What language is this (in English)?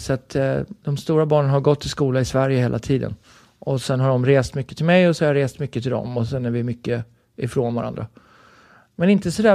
Swedish